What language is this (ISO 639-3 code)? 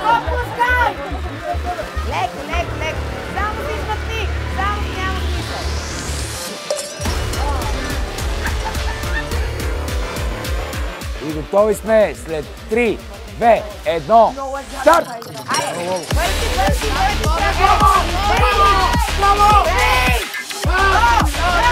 bul